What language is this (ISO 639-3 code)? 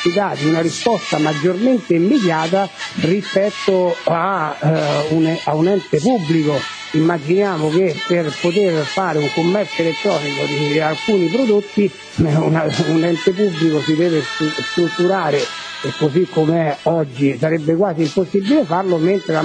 ita